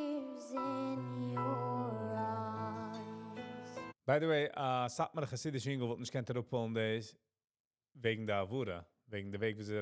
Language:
Yiddish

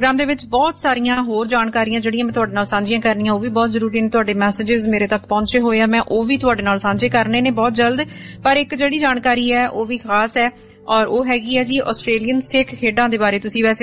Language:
Punjabi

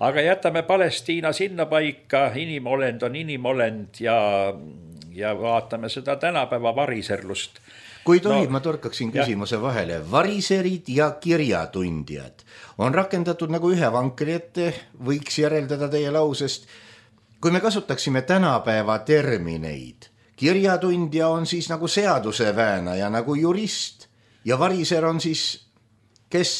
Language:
Estonian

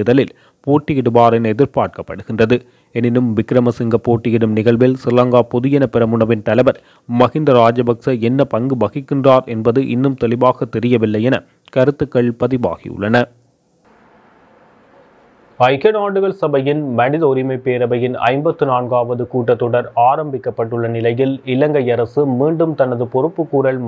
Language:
Tamil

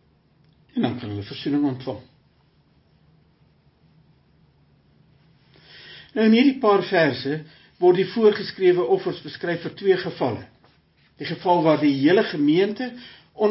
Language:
Afrikaans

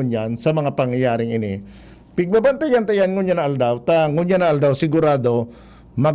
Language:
Bikol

